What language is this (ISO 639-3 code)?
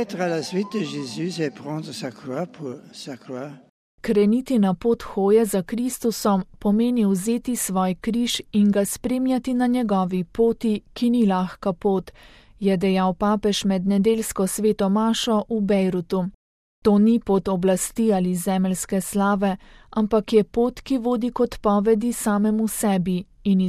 slv